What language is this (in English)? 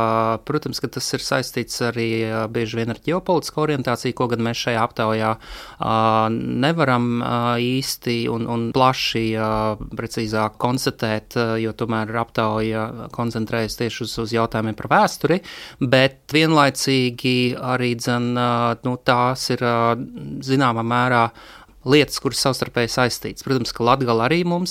Latvian